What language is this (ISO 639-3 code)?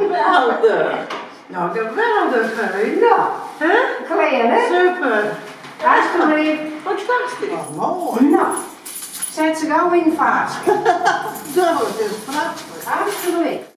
fry